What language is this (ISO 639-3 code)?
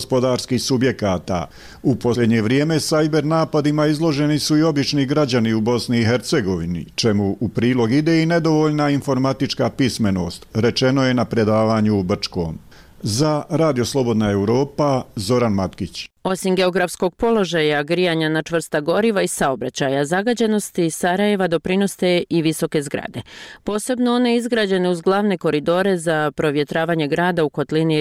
bos